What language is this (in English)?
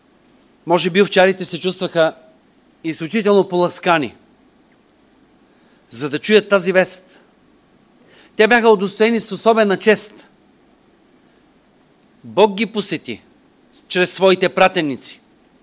Bulgarian